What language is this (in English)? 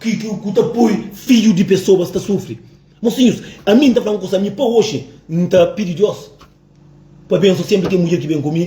Kabuverdianu